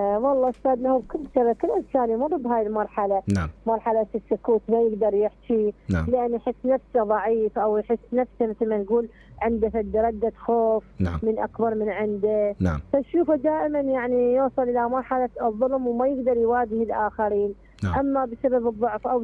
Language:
Mesopotamian Arabic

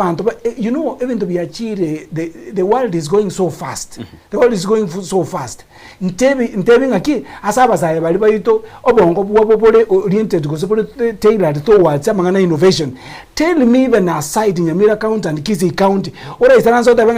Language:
Gusii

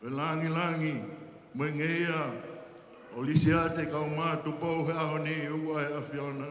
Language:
Tongan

